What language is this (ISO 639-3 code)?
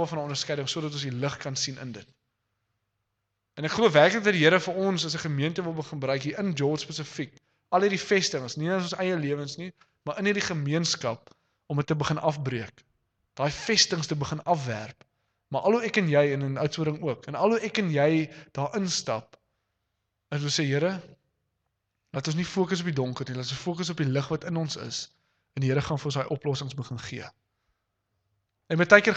afr